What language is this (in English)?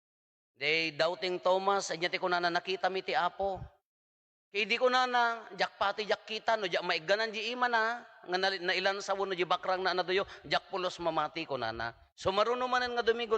Iloko